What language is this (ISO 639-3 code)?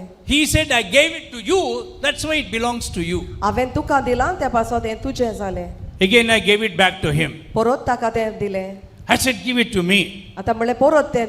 kok